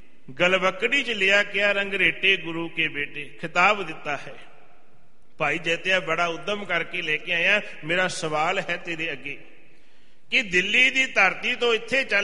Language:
Punjabi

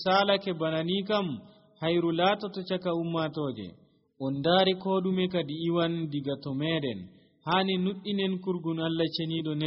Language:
Nigerian Fulfulde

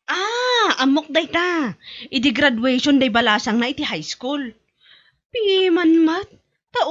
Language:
Iloko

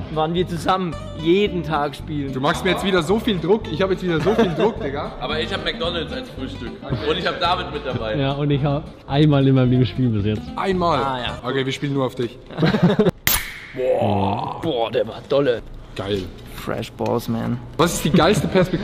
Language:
Swiss German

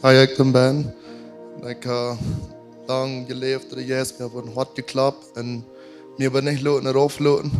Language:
Plautdietsch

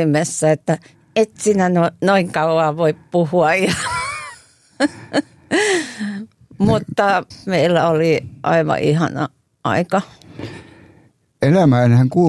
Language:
Finnish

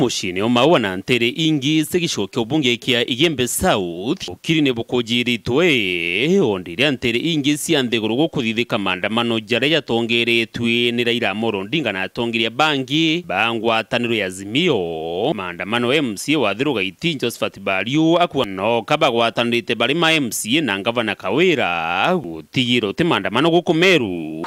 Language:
Meru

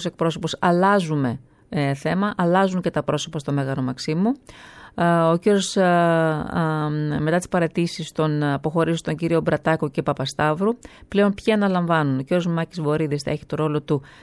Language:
Greek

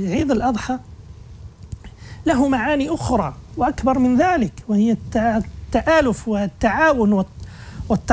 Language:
Moroccan Arabic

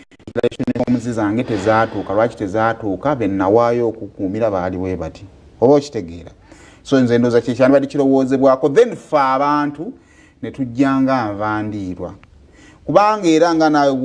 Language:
Ganda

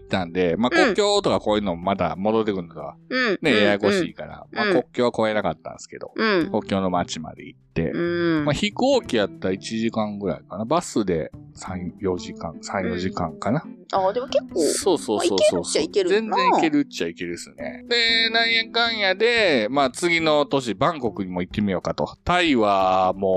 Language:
Japanese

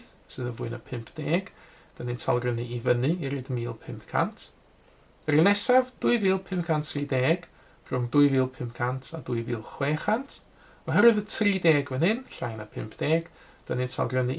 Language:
Welsh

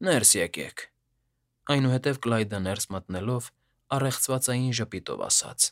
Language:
Armenian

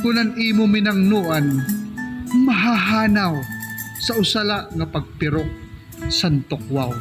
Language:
Waray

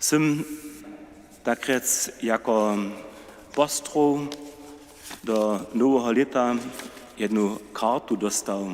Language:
Upper Sorbian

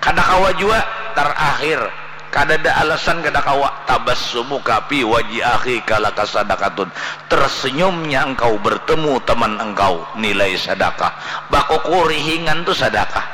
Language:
Banjar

